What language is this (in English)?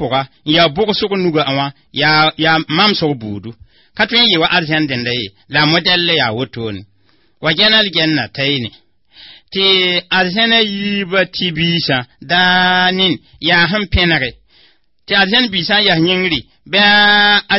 Mossi